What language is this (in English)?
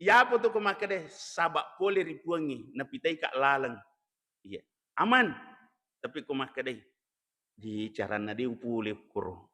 Buginese